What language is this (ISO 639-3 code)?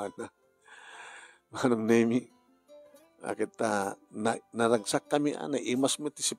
ilo